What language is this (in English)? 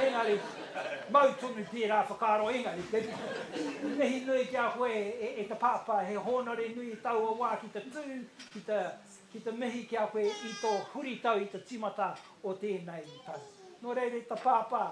Māori